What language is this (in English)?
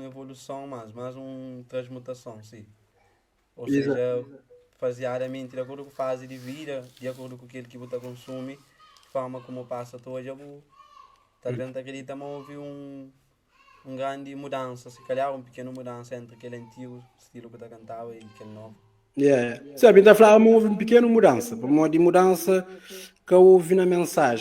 Kabuverdianu